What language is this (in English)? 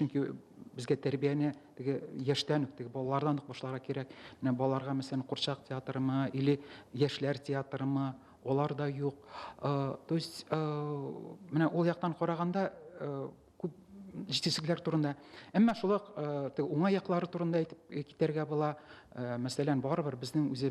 Tatar